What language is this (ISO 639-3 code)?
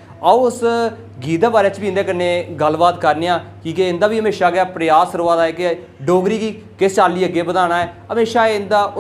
doi